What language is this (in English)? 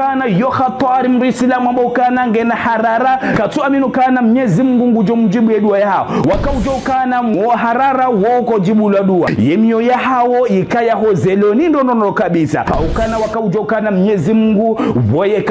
Ngazidja Comorian